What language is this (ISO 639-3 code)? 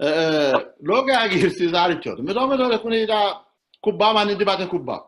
sid